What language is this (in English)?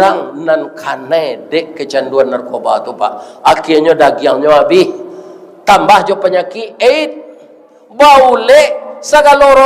Minangkabau